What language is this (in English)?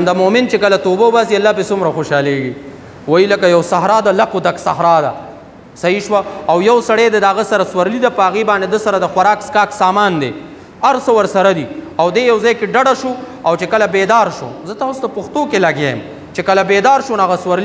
Pashto